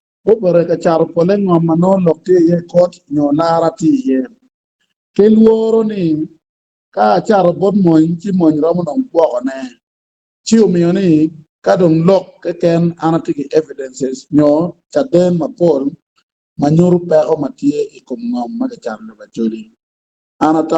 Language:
Acoli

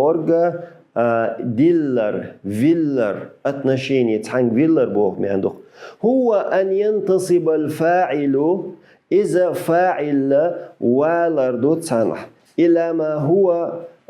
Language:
Chechen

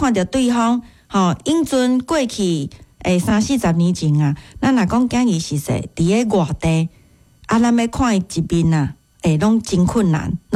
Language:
Min Nan Chinese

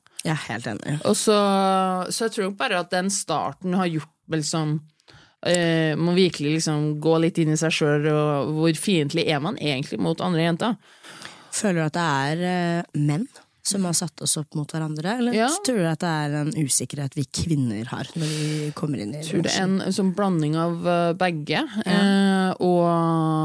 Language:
Norwegian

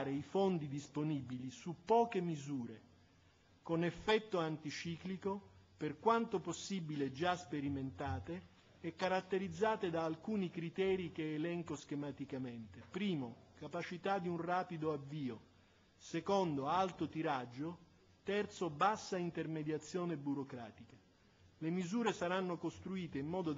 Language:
Italian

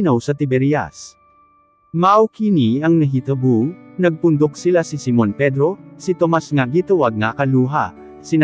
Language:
Cebuano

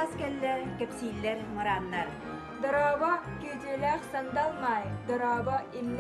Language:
Yakut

